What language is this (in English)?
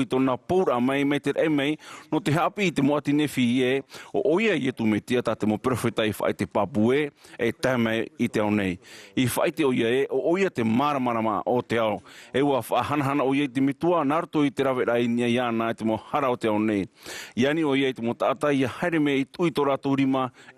Tahitian